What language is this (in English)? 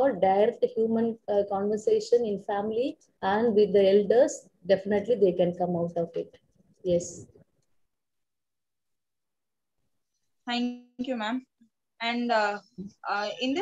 English